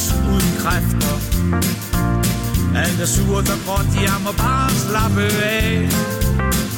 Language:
Danish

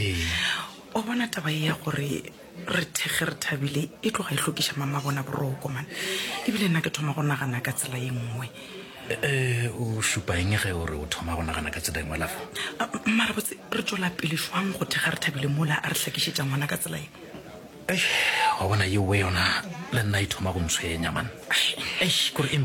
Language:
Northern Sotho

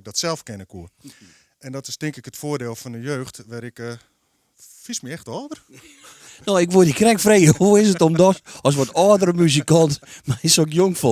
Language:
Western Frisian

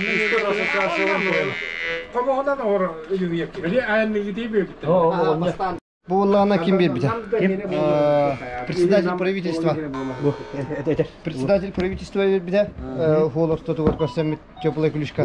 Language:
Yakut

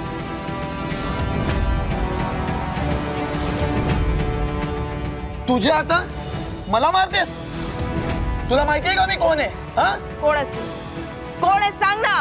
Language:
Marathi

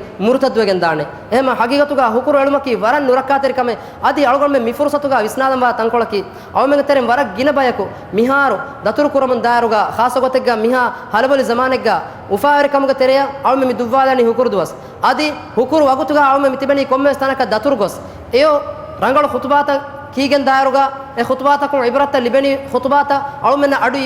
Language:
Divehi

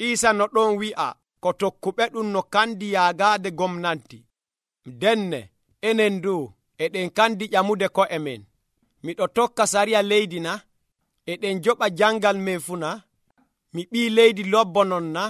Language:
Nigerian Fulfulde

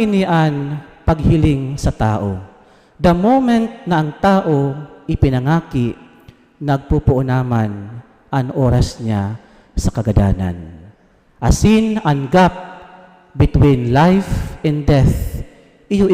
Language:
Bikol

